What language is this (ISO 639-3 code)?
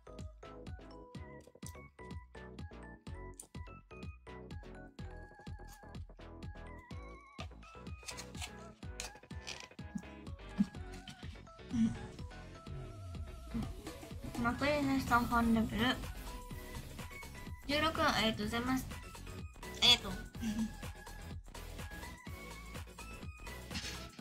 jpn